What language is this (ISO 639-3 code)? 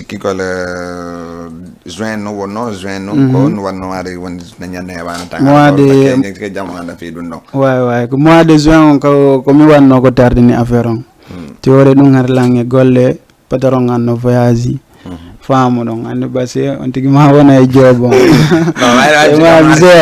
ful